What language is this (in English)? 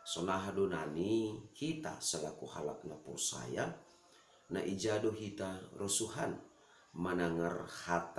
Batak Simalungun